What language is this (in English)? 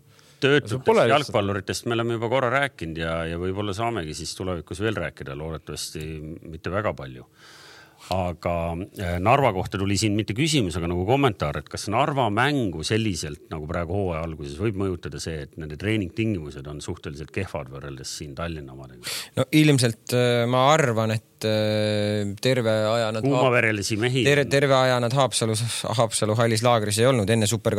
Estonian